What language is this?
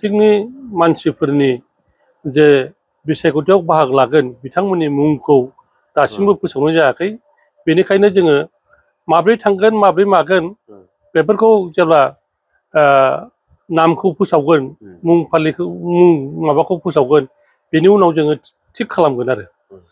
Bodo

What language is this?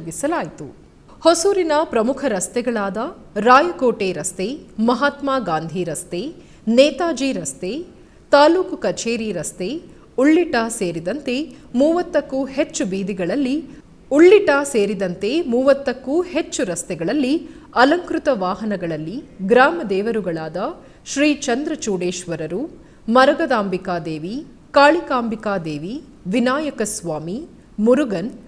Kannada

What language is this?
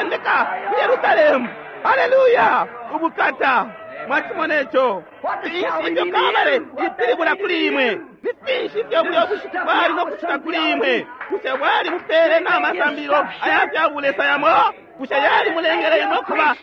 Bemba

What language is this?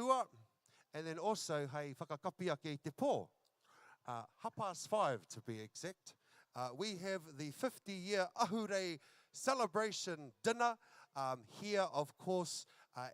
Māori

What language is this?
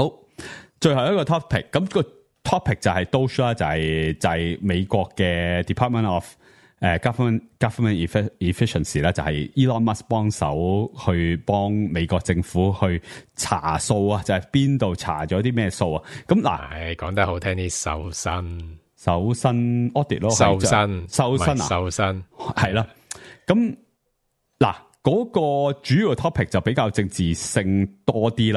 Cantonese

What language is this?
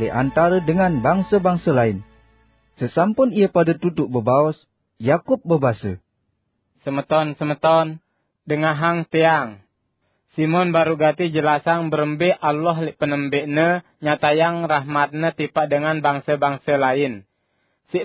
Sasak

